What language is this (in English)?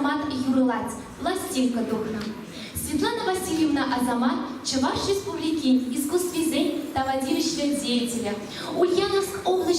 Chuvash